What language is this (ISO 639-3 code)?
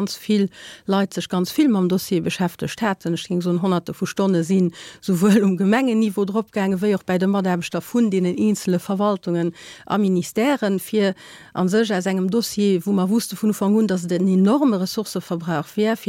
ltz